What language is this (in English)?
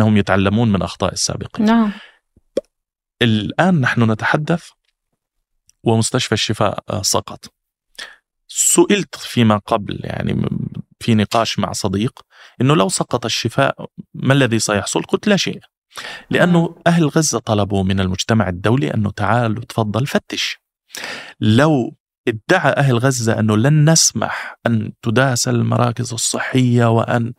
Arabic